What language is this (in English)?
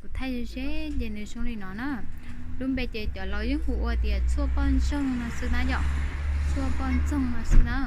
Hmong